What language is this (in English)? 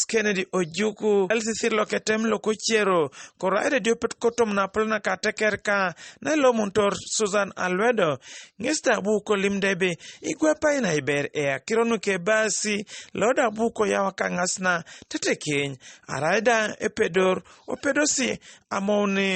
Teso